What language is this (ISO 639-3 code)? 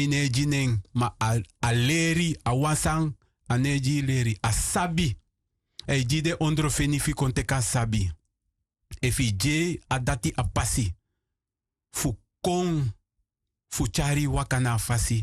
srn